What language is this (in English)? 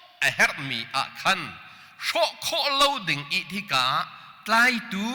Hakha Chin